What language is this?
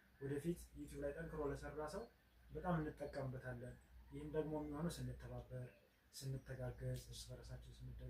Amharic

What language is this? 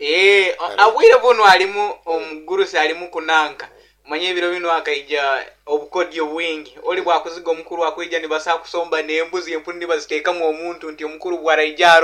Nyankole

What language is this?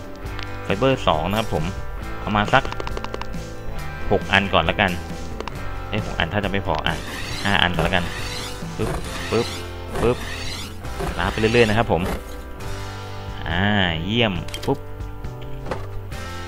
Thai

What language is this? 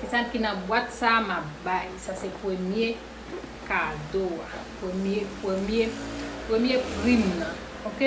Haitian Creole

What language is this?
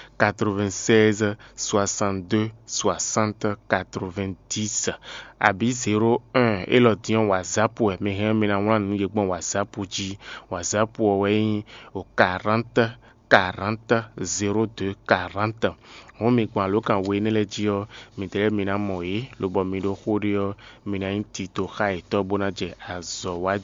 Fon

